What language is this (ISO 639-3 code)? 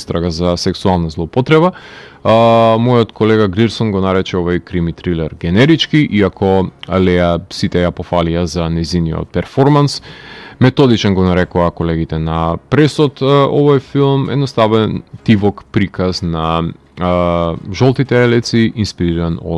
mkd